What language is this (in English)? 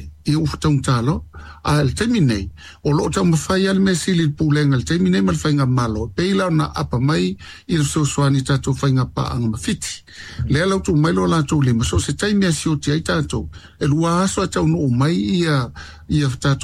Samoan